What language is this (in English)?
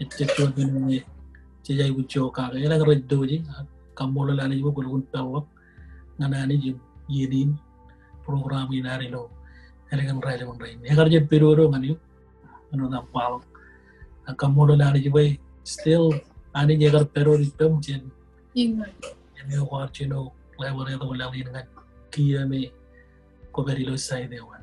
Marshallese